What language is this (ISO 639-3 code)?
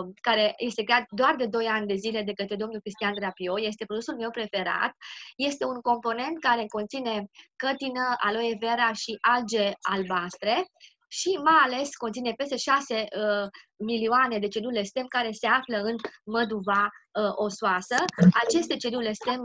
ron